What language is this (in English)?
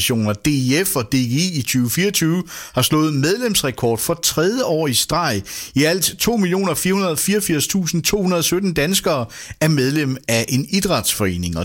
Danish